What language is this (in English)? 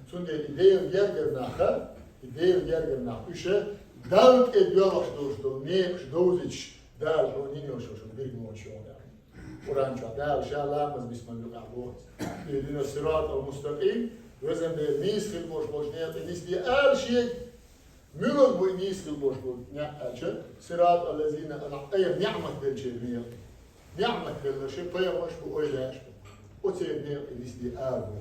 Chechen